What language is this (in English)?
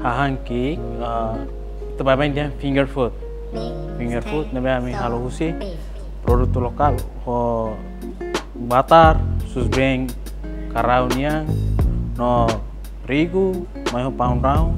Tetum